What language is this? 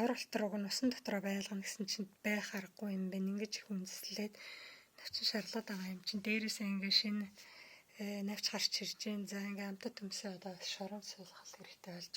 Mongolian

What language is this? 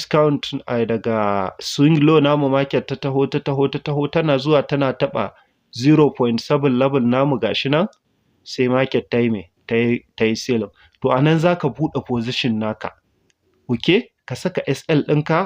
Hausa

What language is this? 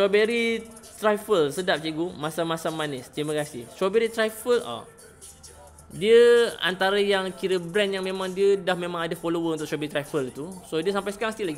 Malay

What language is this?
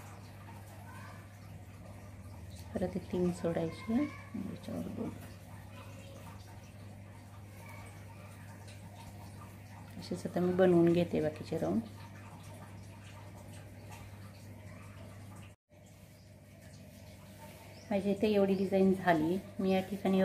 Marathi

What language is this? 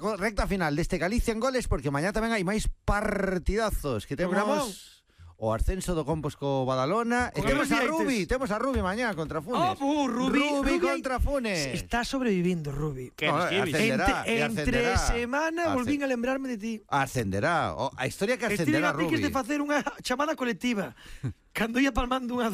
Galician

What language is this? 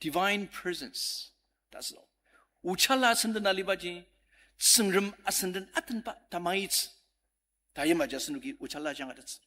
Ao Naga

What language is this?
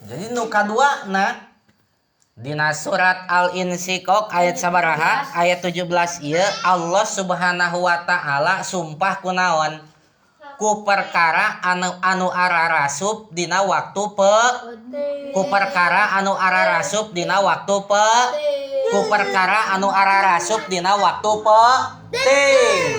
Sundanese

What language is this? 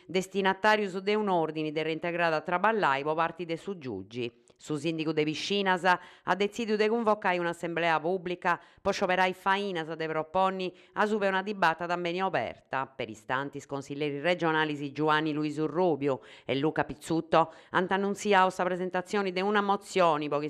Sardinian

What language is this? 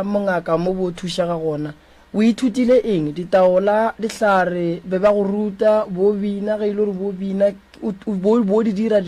Northern Sotho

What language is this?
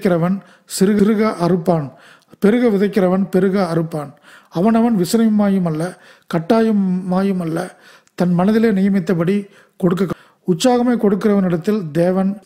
Tamil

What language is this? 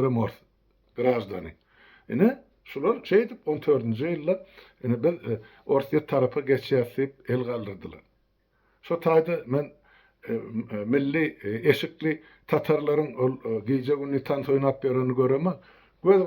Turkmen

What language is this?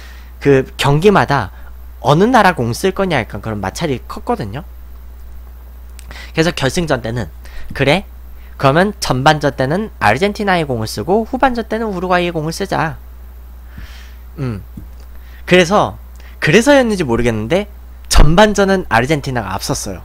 Korean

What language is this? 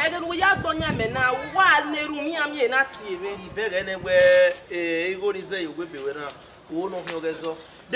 Bini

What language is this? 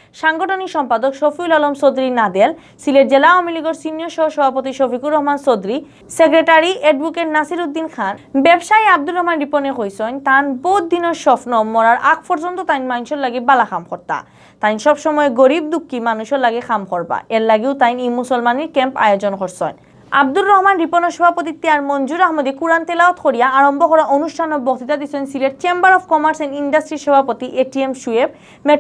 Sylheti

